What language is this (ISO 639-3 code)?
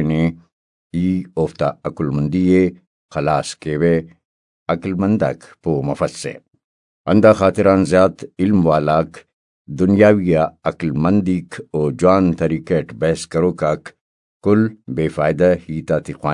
brh